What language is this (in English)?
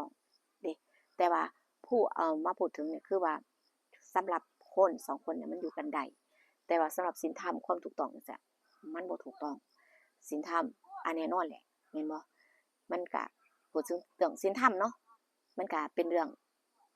Northeastern Thai